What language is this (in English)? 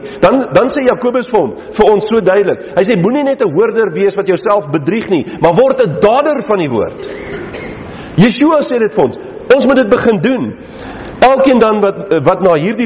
Afrikaans